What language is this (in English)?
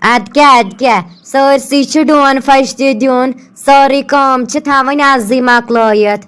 Kashmiri